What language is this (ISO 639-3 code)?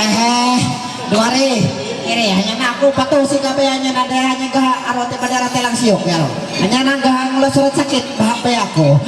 mhy